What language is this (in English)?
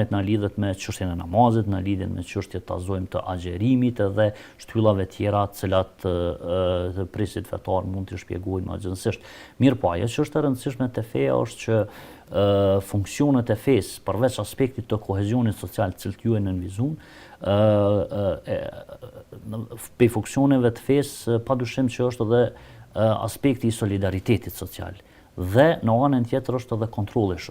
Albanian